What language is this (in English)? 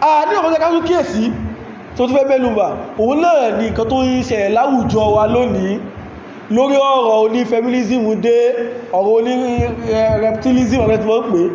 Yoruba